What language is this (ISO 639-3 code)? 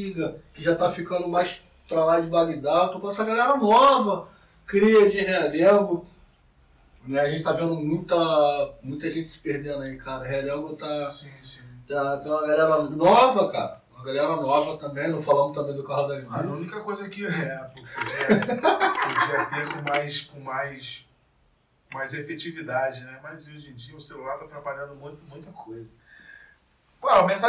por